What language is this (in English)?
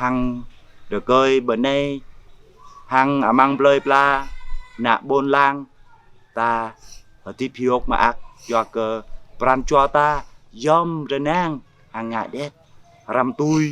Jarai